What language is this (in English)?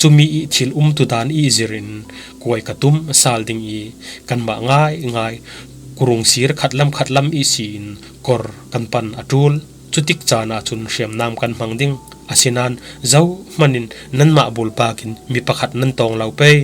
Falam Chin